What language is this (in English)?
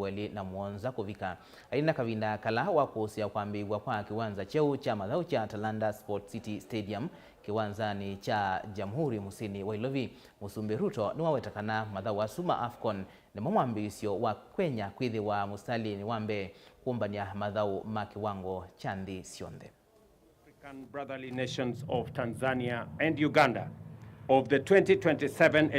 Kamba